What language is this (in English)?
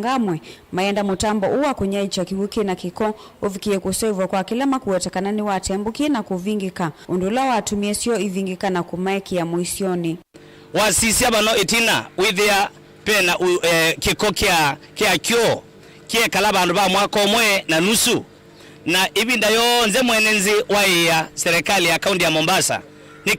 Kamba